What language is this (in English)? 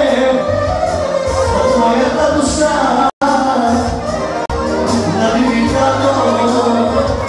Bulgarian